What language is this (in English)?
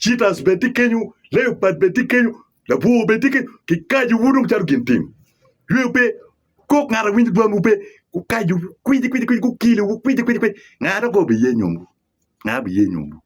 Acoli